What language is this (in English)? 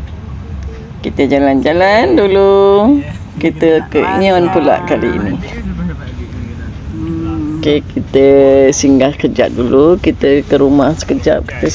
Malay